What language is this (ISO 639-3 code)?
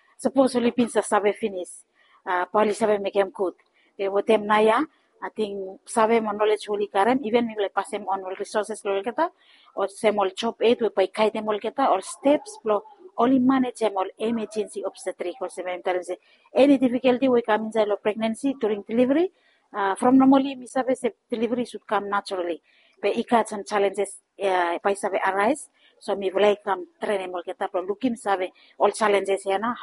bis